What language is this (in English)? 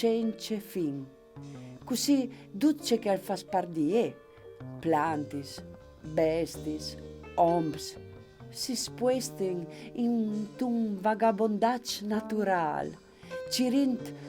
Friulian